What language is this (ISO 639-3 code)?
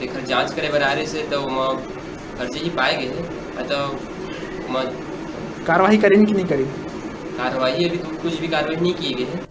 hne